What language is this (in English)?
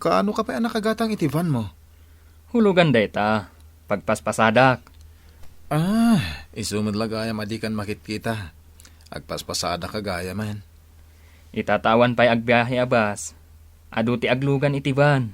Iloko